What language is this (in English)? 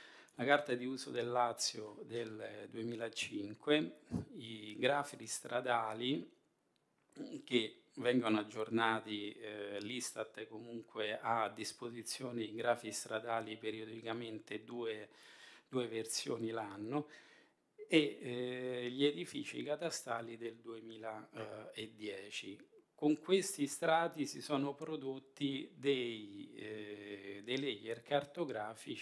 Italian